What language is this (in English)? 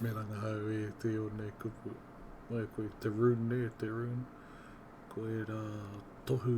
Māori